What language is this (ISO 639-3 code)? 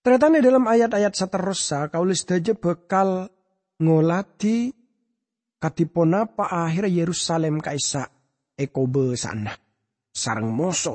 mad